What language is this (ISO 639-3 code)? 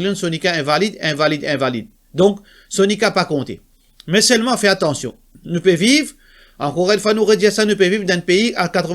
mfe